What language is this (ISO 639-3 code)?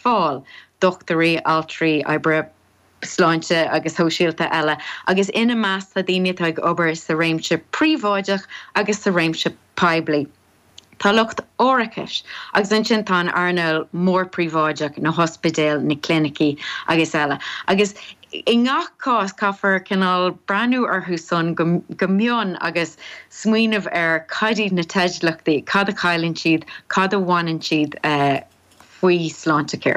gle